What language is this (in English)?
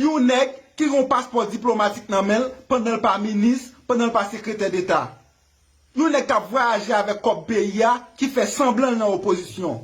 Haitian Creole